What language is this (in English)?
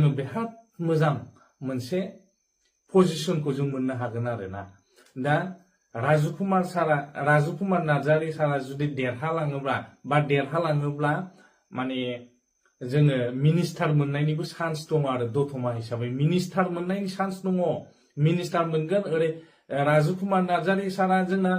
Bodo